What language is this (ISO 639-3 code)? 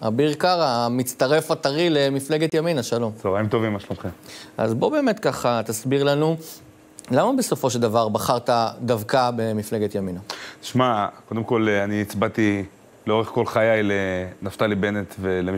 heb